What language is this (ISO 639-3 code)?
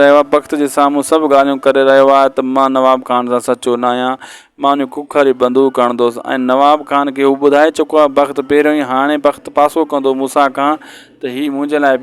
snd